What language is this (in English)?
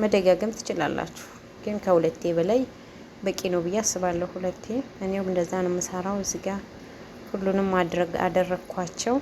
Amharic